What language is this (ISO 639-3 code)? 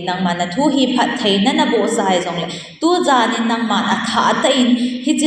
tcz